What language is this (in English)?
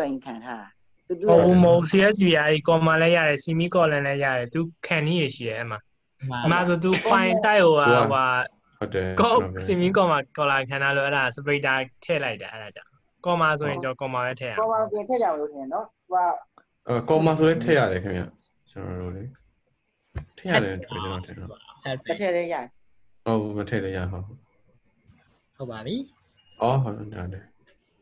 Burmese